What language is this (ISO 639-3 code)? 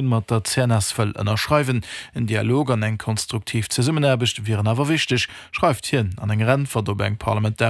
ltz